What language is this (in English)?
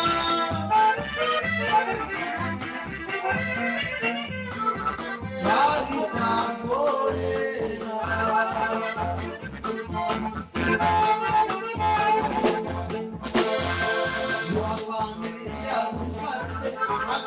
Spanish